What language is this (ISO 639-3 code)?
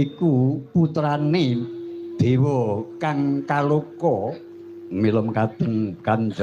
jav